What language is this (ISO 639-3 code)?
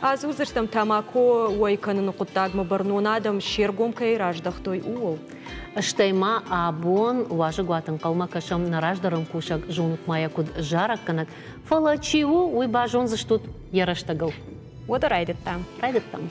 oss